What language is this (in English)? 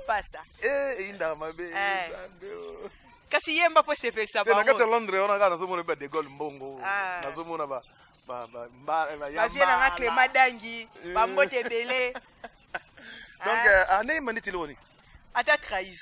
Lingala